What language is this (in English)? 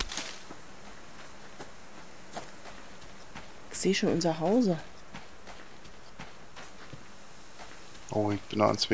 German